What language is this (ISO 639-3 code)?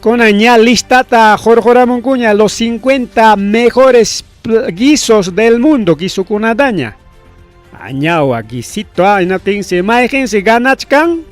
quy